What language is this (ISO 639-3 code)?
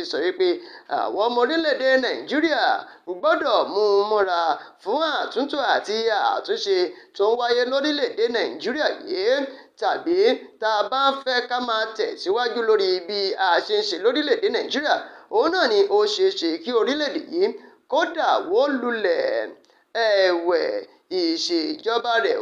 yor